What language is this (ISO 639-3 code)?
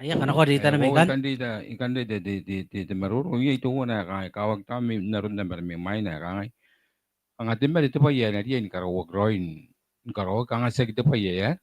gil